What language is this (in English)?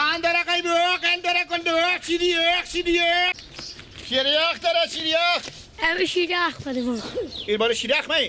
Persian